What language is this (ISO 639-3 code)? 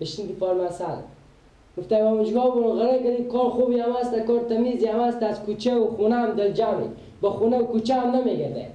fas